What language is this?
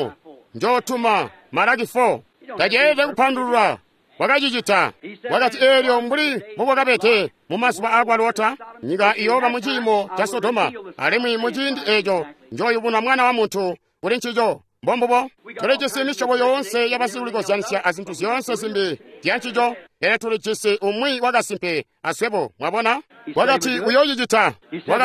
Tonga (Zambia)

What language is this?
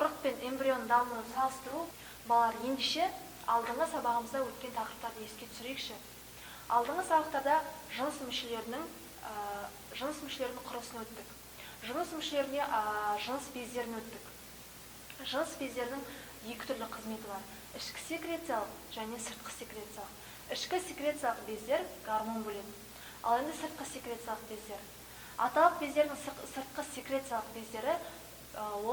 Kazakh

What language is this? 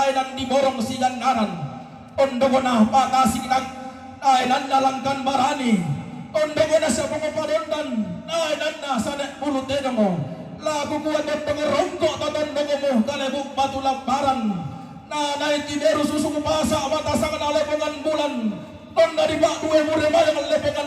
Toraja-Sa'dan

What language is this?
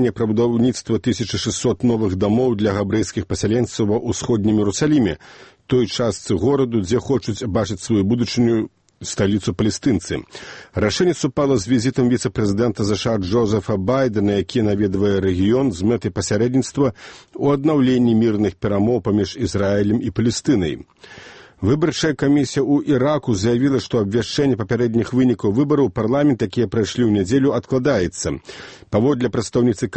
Belarusian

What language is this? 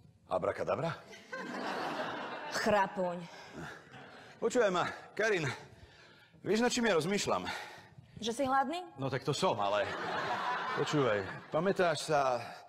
Slovak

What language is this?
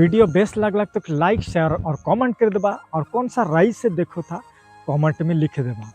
Sadri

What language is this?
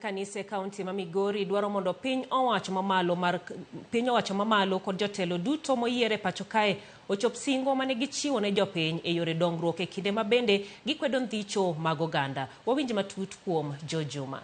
Luo (Kenya and Tanzania)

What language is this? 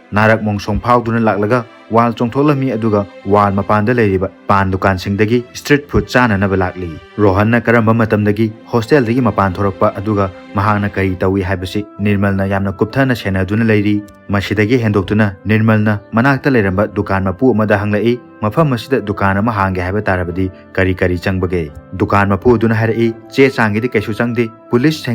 Manipuri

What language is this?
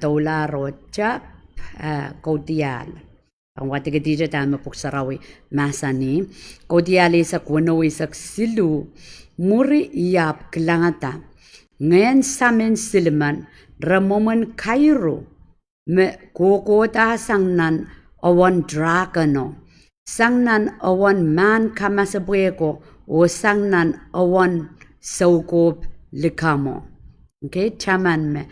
Pohnpeian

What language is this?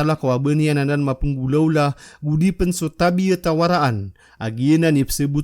Maranao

